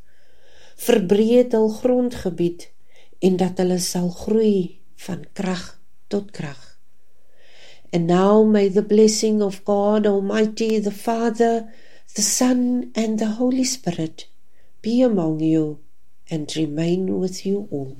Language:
Afrikaans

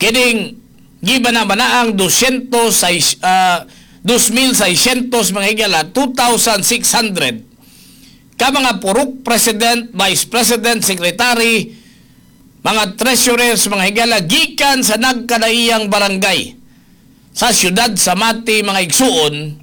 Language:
Cebuano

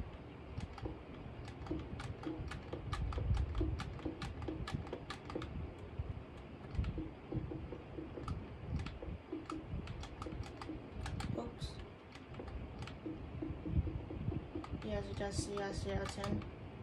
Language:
English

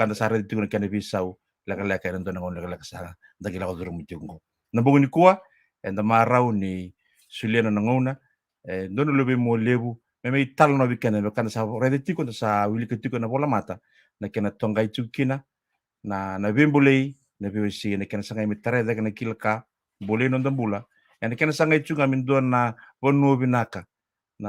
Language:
Fijian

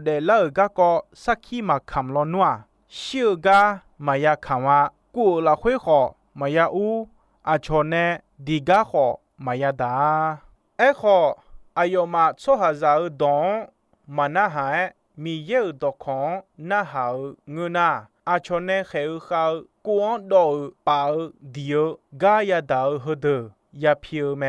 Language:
Akha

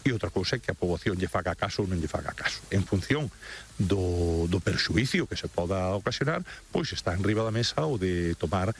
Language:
Galician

